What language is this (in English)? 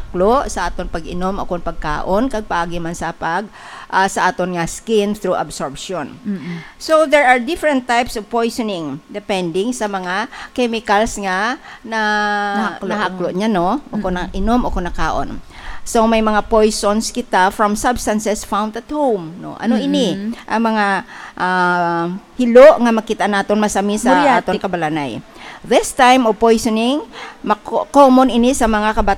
Hiligaynon